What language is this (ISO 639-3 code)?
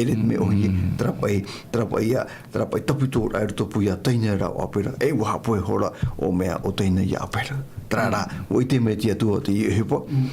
tah